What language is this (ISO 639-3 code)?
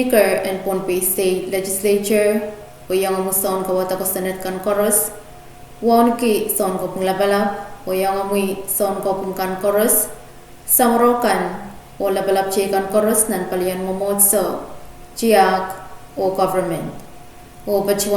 pon